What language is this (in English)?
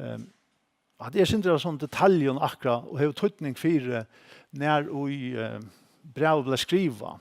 Faroese